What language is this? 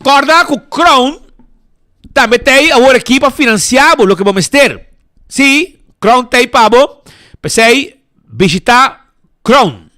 Papiamento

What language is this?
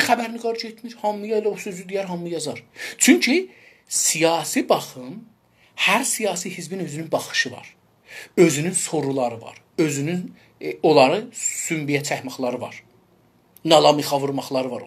South Azerbaijani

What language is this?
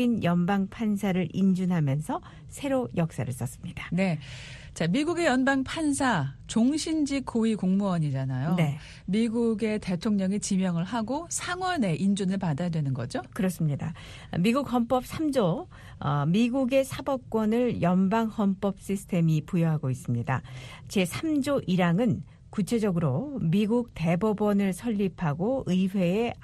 Korean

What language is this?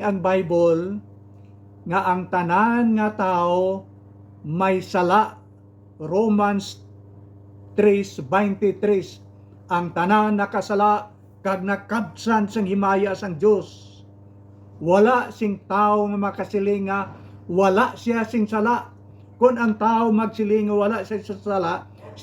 Hiligaynon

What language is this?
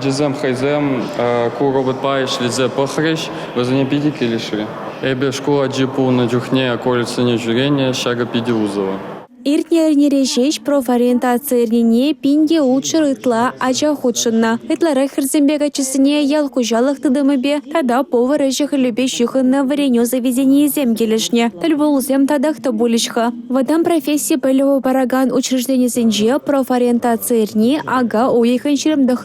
Chuvash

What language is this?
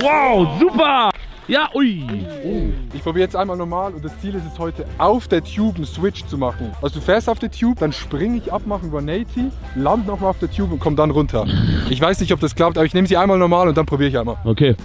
Swiss German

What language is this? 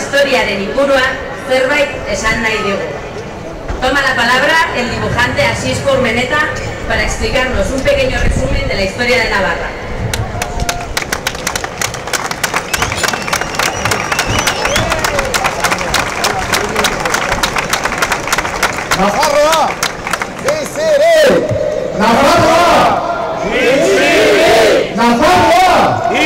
Basque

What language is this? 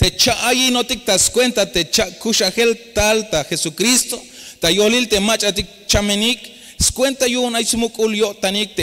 Tzeltal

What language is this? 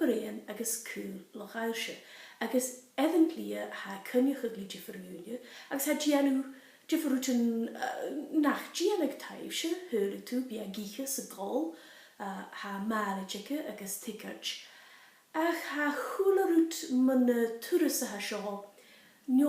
Scottish Gaelic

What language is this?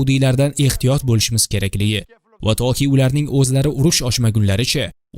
Uzbek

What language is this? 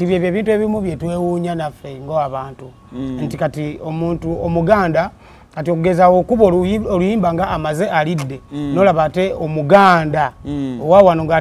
Ganda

